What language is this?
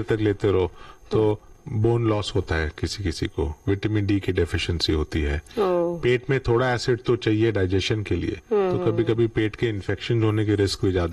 Hindi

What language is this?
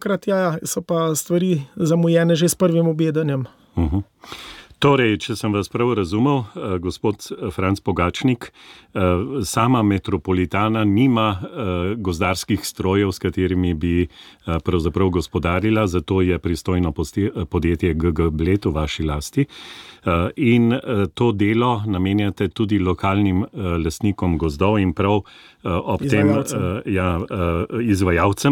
Slovenian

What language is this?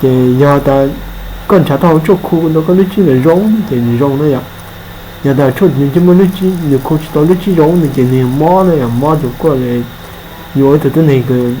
Hmong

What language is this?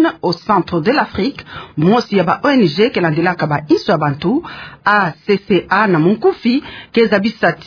Kituba (Democratic Republic of Congo)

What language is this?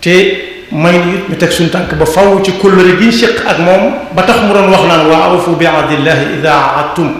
Wolof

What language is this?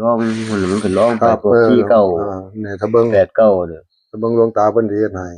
Northeastern Thai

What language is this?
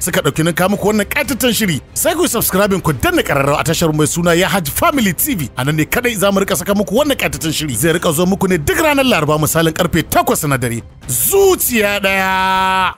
Hausa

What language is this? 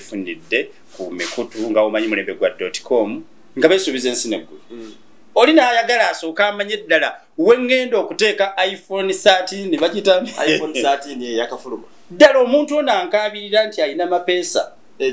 Ganda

